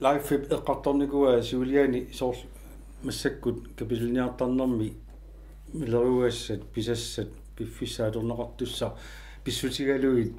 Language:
Kalaallisut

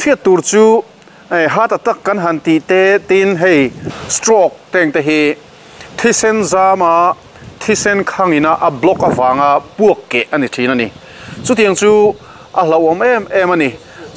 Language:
Mizo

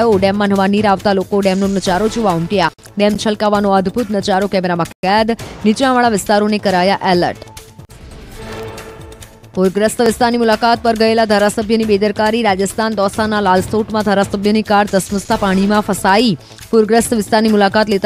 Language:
Gujarati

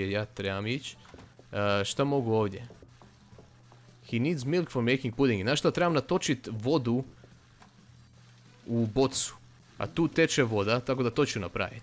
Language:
Croatian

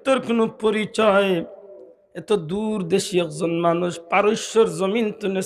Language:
Sylheti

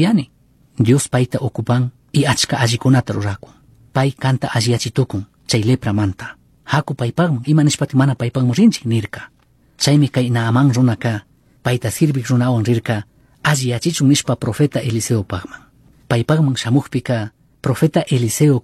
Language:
Chimborazo Highland Quichua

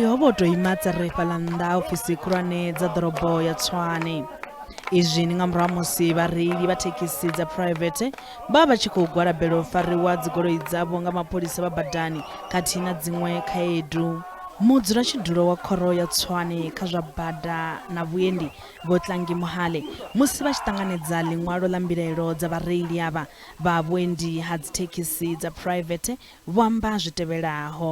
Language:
Venda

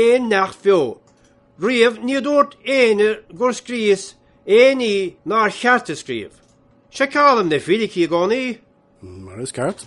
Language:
Irish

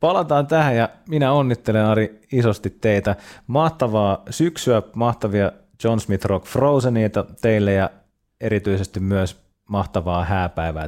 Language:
Finnish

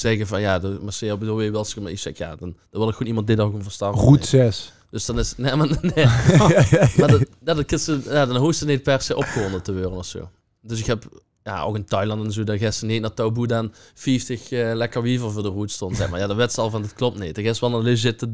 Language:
Limburgish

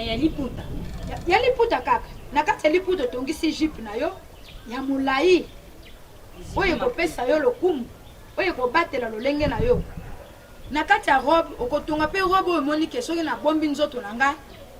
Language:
Lingala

